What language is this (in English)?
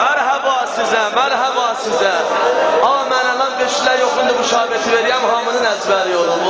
South Azerbaijani